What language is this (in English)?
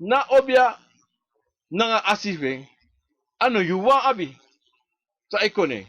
Sranan Tongo